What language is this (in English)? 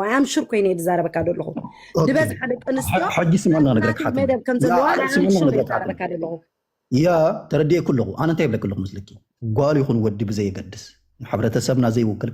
Tigrinya